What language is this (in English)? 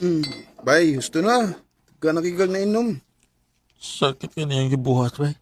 Cebuano